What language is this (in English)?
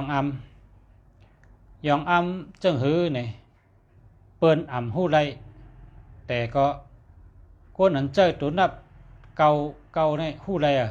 Shan